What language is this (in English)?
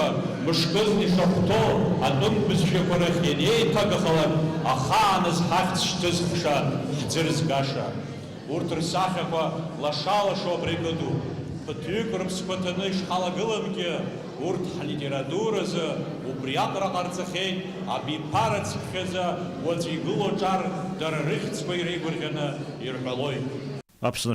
Abkhazian